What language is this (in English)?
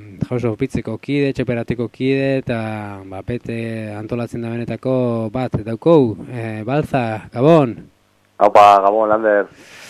Basque